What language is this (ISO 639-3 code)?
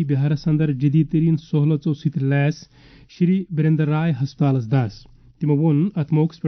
kas